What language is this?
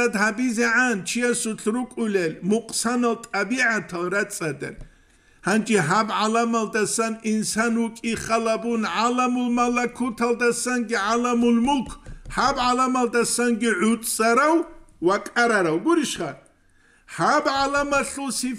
Avaric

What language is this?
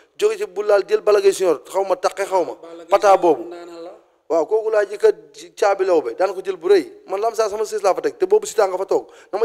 Wolof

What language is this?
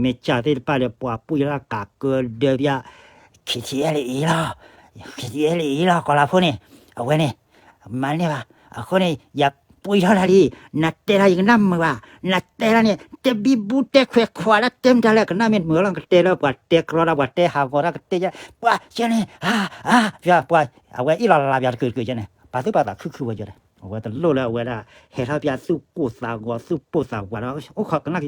S'gaw Karen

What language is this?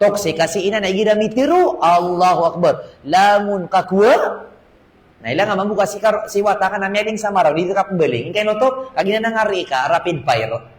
Maranao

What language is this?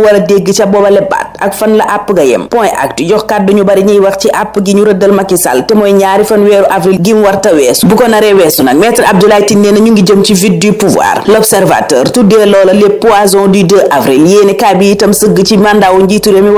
Wolof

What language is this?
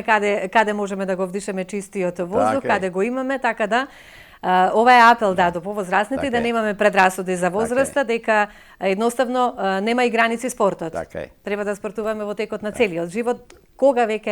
Macedonian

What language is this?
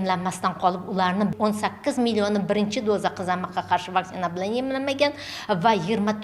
Uzbek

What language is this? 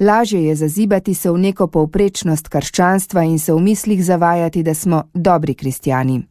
Slovenian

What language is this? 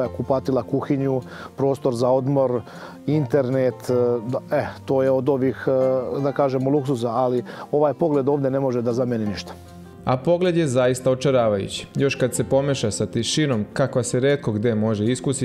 Serbian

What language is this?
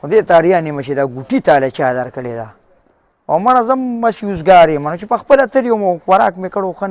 Pashto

